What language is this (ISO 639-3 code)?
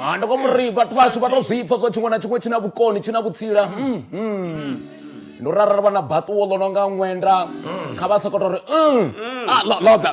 ven